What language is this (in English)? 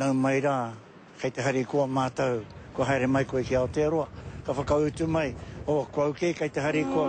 Māori